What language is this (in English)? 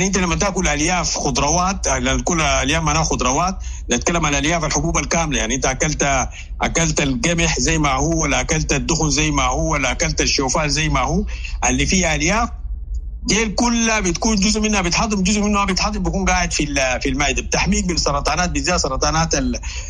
Sudanese Arabic